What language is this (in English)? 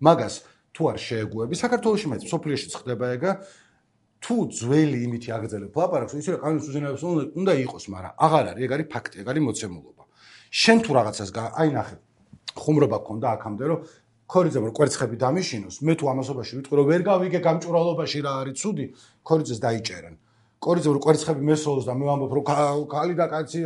Georgian